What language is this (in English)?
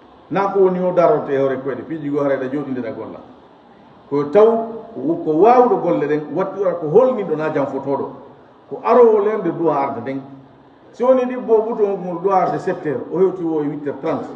Fula